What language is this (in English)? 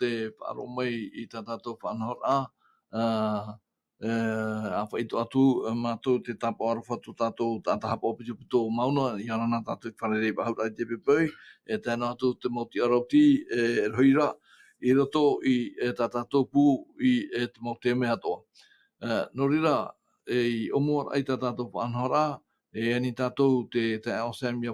Tahitian